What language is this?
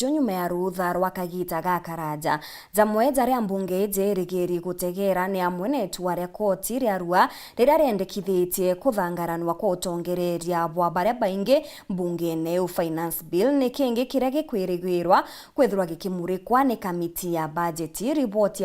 Meru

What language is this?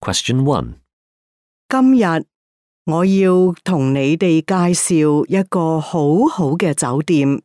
Cantonese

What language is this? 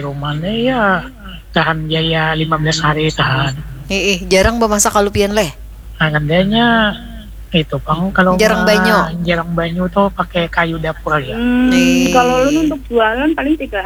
Banjar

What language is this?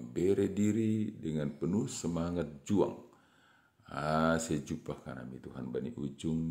Batak Simalungun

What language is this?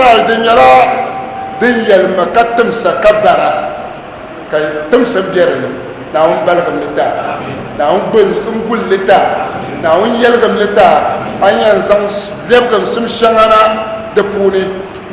Dagbani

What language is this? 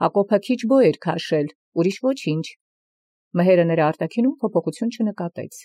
Armenian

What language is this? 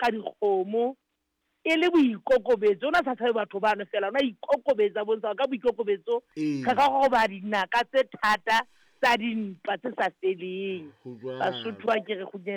Southern Sotho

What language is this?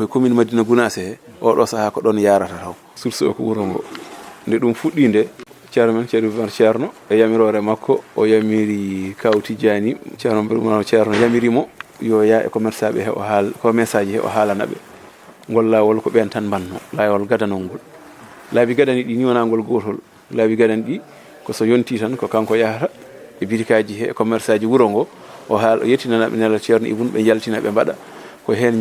Fula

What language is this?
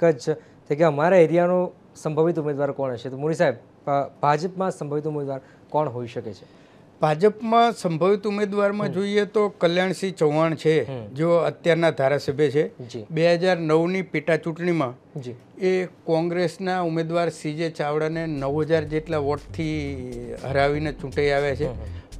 Gujarati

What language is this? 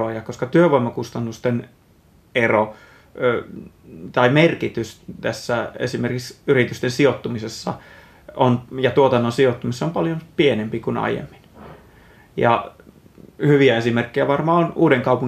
Finnish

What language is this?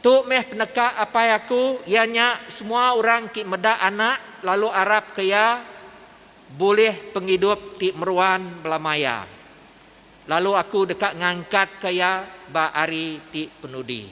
Iban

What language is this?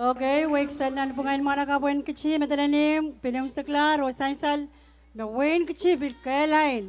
Pohnpeian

